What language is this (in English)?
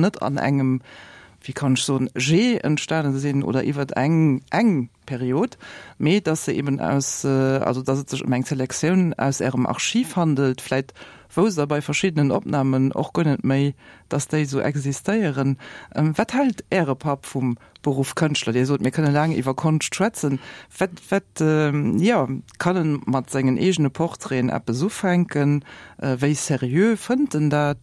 Luxembourgish